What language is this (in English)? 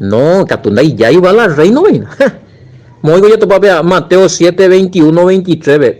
Guarani